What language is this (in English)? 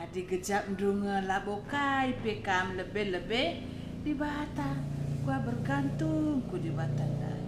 Batak Karo